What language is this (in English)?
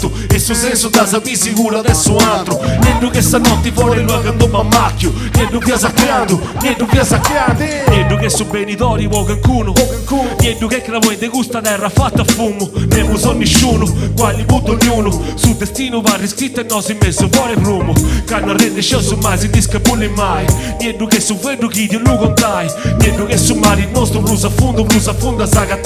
Sardinian